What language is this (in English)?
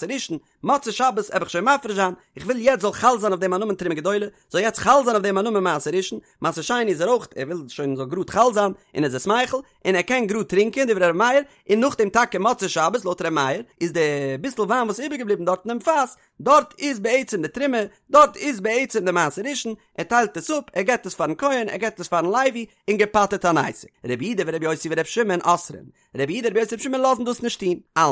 Yiddish